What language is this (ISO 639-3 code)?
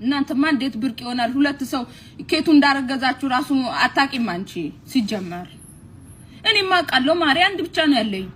amh